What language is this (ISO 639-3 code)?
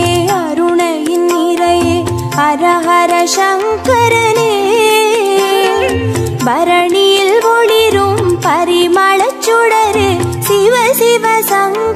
tam